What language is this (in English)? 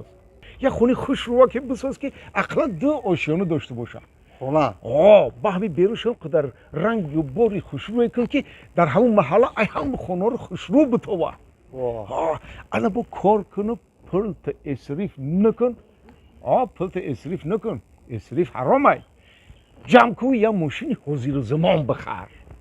Tajik